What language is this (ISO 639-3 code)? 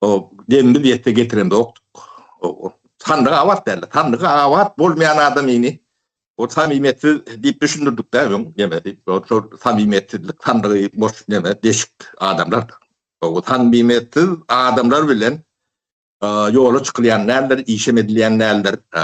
tuk